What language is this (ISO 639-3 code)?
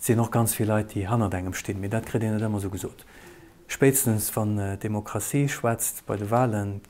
ltz